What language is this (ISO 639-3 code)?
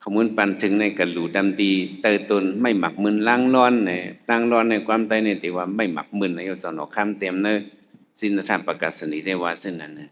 shn